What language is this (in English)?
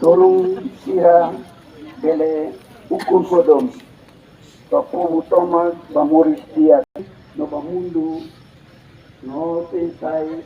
Tetum